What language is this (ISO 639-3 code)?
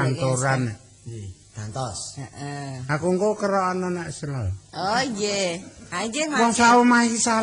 jav